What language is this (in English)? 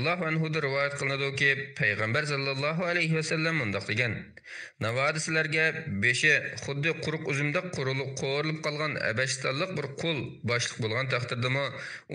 Uyghur